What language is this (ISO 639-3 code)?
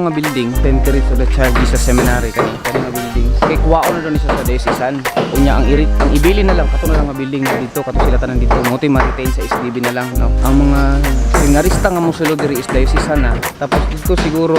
ceb